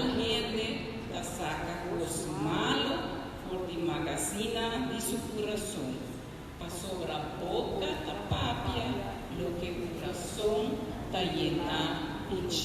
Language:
Papiamento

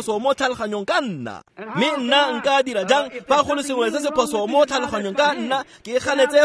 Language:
Tswana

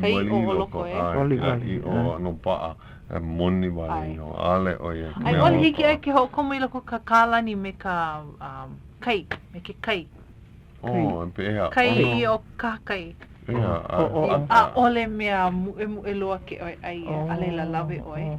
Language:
Hawaiian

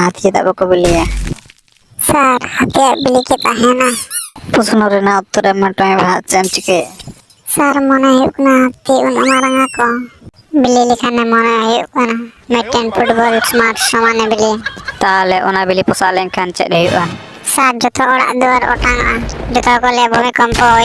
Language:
Santali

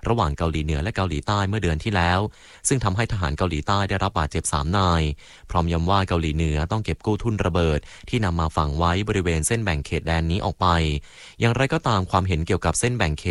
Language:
Thai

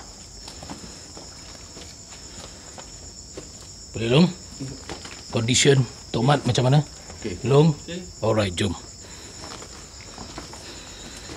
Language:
Malay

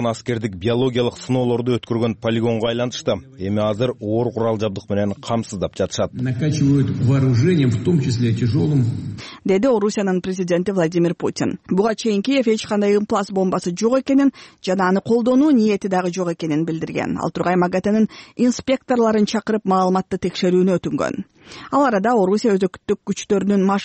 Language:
Kyrgyz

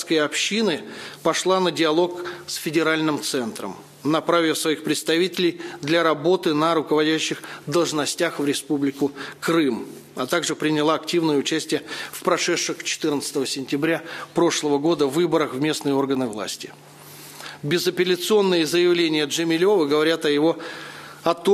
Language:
Russian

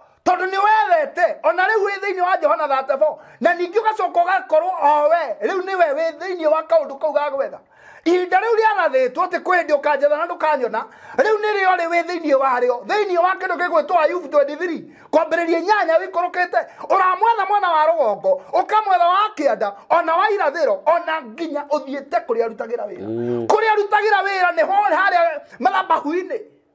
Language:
Kikuyu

